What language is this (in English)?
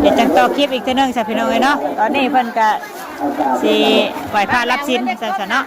Northeastern Thai